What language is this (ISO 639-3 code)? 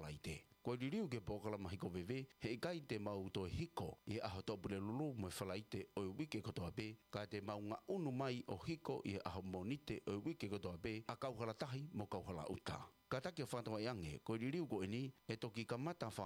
ton